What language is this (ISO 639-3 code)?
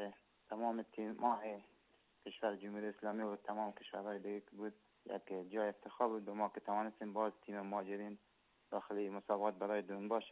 fas